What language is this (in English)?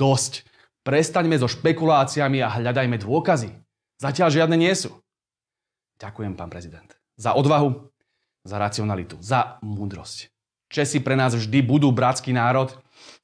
Slovak